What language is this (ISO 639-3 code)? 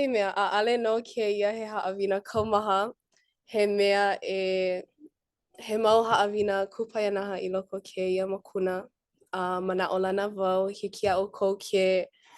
haw